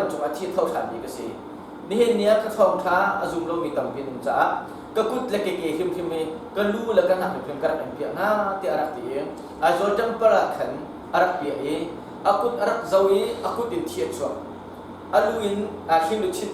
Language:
Hakha Chin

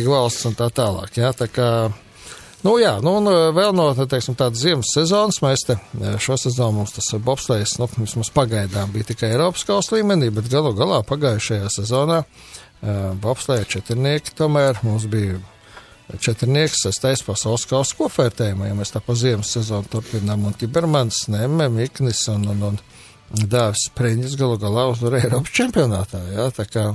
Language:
Latvian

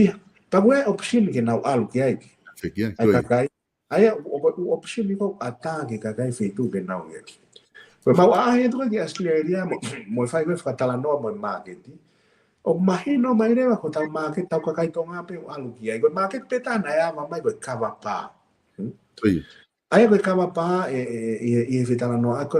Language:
Tongan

